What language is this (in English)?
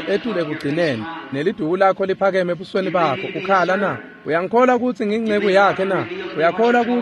Swati